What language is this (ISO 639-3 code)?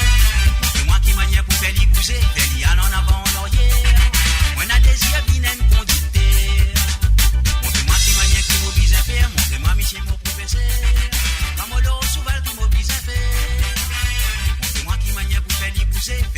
mfe